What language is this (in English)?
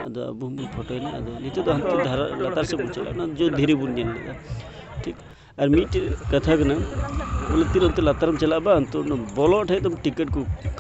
Santali